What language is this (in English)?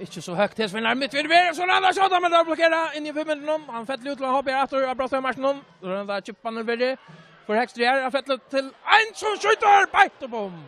Faroese